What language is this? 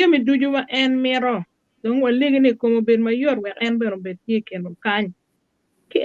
Acoli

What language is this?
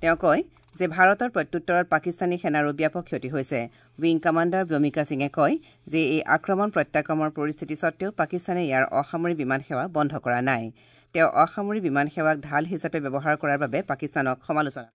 Assamese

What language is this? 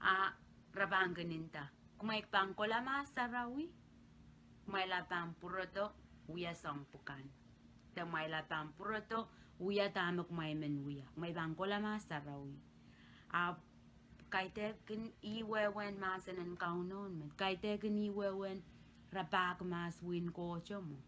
Pohnpeian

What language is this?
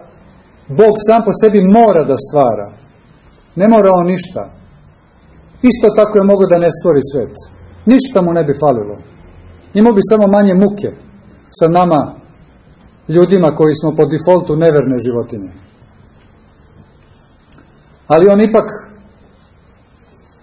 Serbian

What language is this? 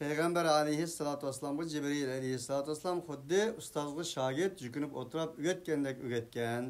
Uyghur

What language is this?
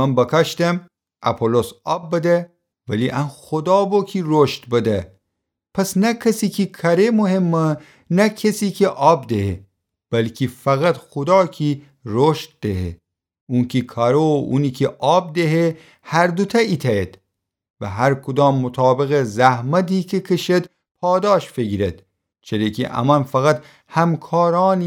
Gilaki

